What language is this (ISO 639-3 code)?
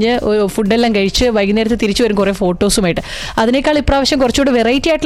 mal